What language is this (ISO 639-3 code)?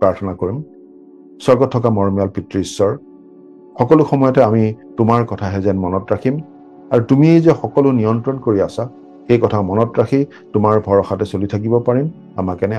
asm